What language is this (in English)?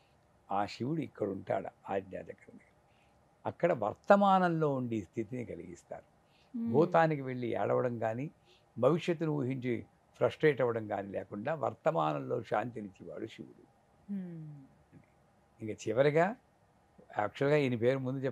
Telugu